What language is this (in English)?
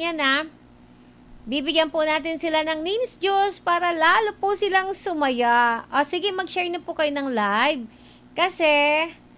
Filipino